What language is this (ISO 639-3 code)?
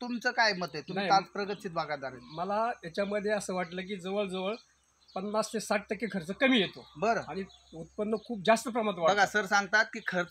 mar